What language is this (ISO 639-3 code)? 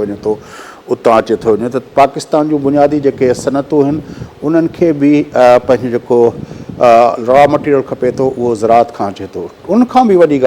snd